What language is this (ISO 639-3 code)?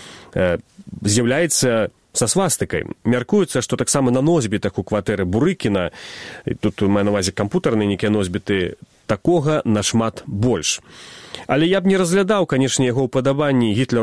bel